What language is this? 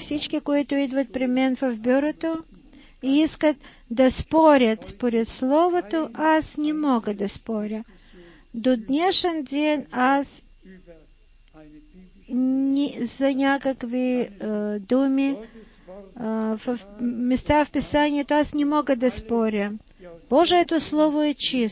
Bulgarian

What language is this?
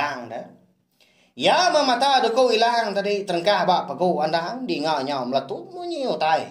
Iban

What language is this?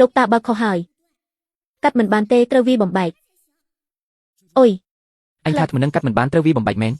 Khmer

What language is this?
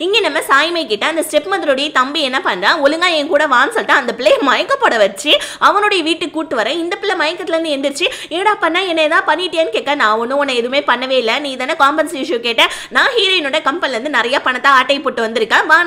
Tamil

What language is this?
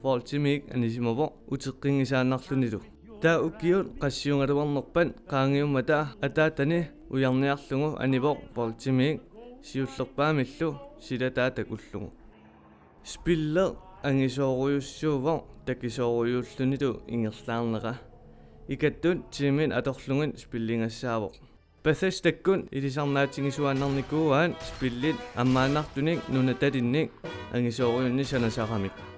Kalaallisut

